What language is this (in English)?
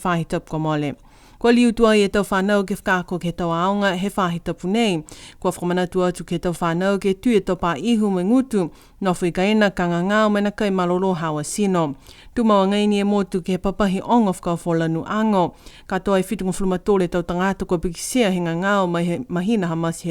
Niuean